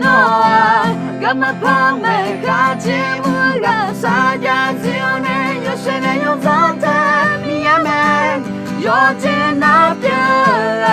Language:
Akha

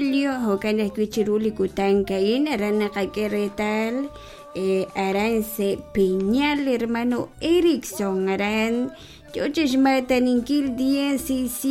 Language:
Kekchí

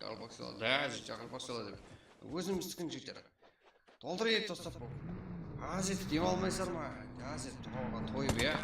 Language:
Kara-Kalpak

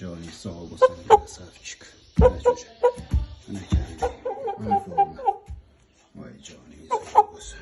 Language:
Uzbek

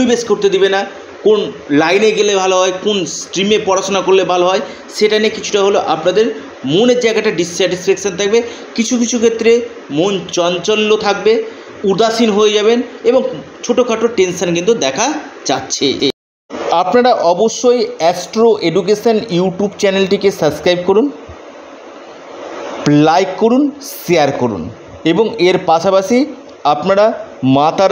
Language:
Bangla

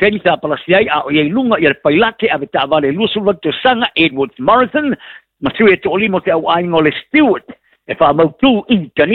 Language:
Samoan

